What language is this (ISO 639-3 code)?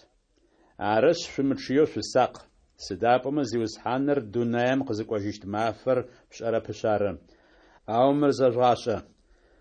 ady